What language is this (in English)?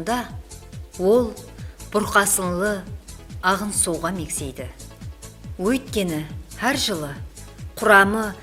Kara-Kalpak